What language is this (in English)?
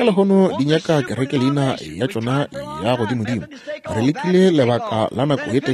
Northern Sotho